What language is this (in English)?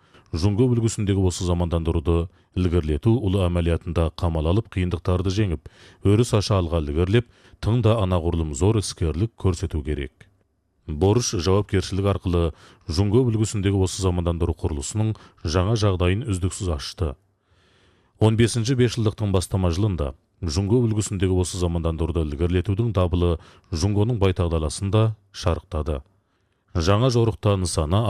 Kazakh